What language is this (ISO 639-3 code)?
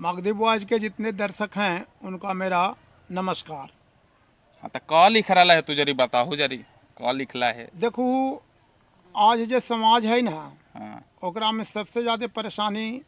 mag